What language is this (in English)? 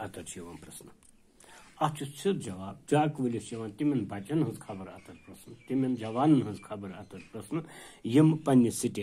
Kashmiri